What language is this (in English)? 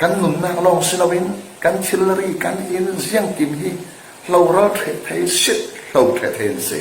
Falam Chin